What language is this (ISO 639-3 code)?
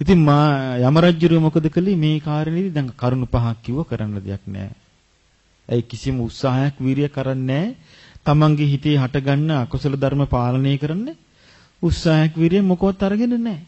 sin